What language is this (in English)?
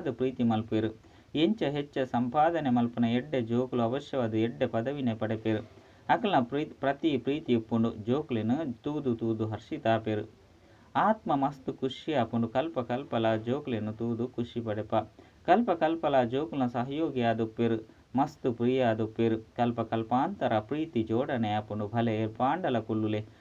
Tulu